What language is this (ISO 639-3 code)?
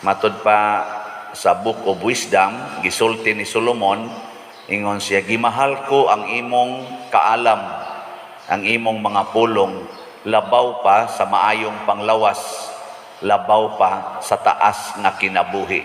ceb